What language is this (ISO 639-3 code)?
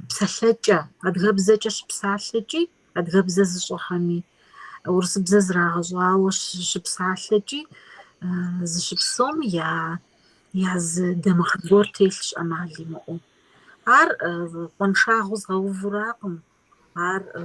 kbd